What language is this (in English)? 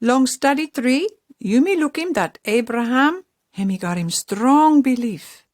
Pijin